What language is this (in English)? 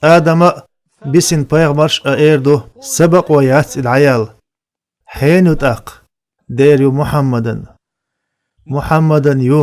Chechen